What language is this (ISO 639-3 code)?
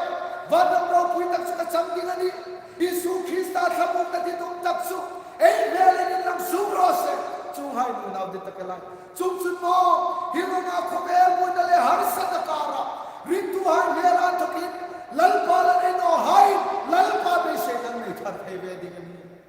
hmr